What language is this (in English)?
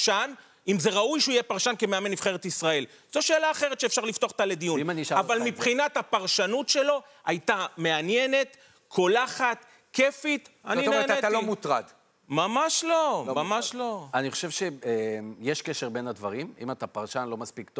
Hebrew